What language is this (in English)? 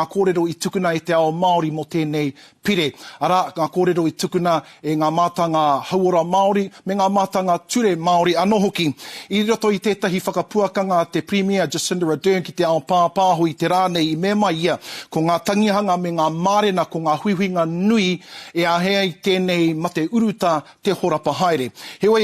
Māori